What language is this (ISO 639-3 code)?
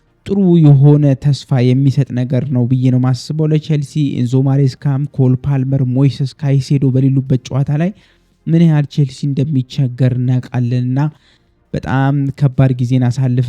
amh